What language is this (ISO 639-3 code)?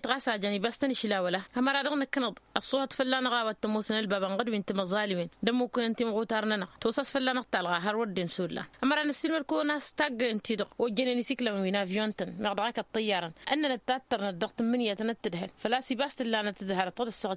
taq